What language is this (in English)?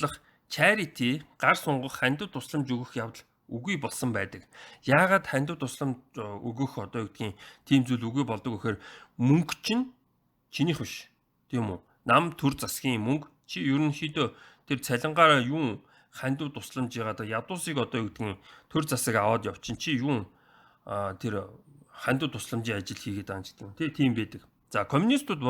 Mongolian